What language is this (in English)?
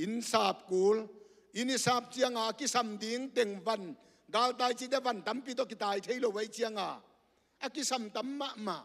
Tedim Chin